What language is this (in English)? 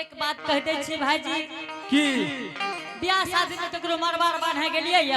Angika